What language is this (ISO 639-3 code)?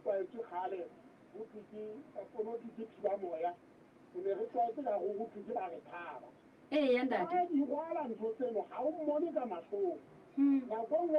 sot